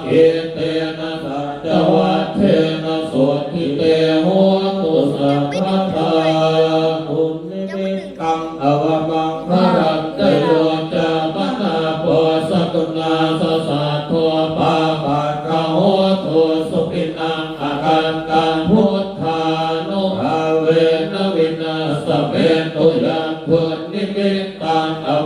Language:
Pali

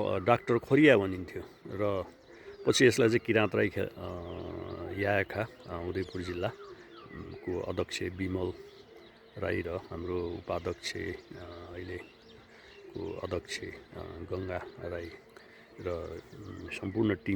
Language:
Nepali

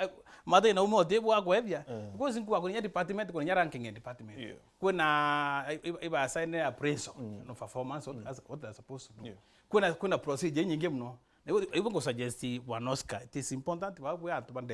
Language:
Meru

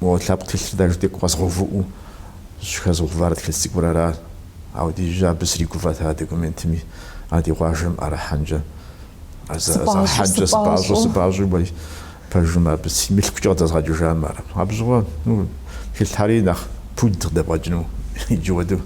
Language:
Kabardian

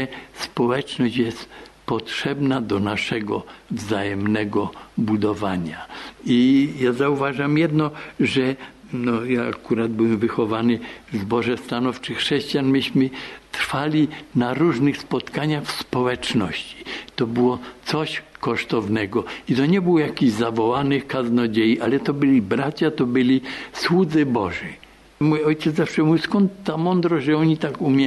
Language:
Polish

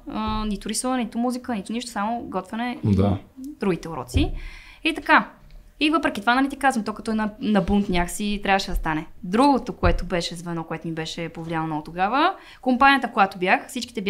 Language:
Bulgarian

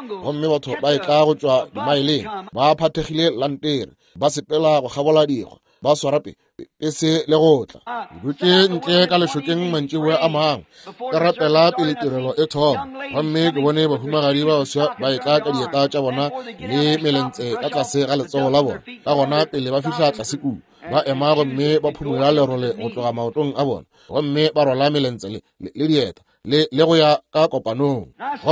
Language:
Northern Sotho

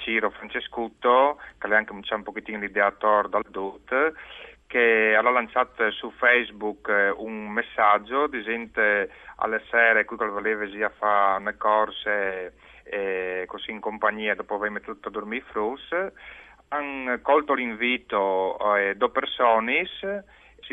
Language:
Friulian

